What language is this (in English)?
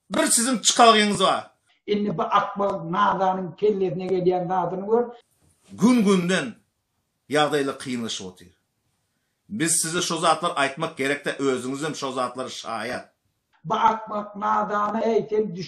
Turkmen